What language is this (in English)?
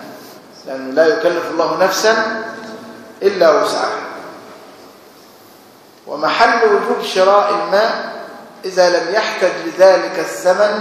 Arabic